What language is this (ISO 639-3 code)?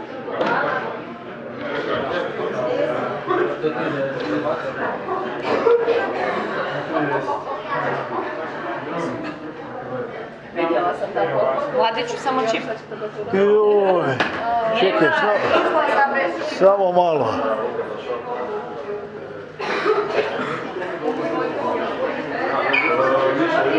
hrv